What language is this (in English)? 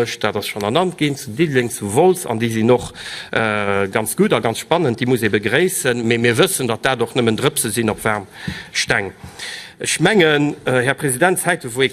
Luxembourgish